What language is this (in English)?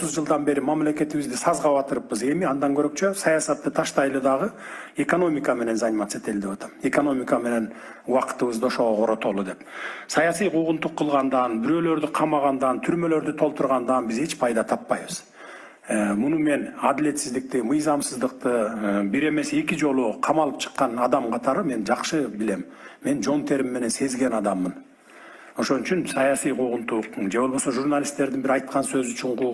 Kyrgyz